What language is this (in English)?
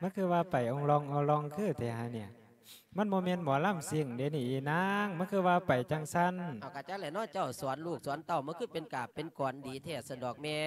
Lao